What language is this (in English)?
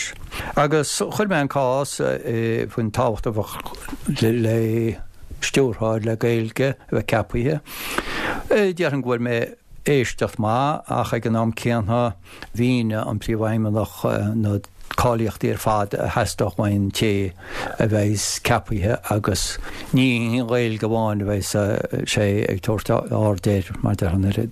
Irish